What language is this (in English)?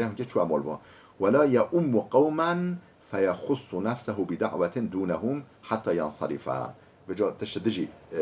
Kurdish